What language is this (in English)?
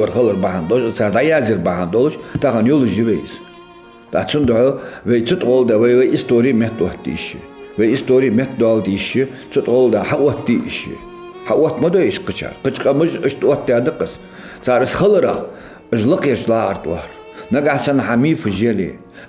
Ingush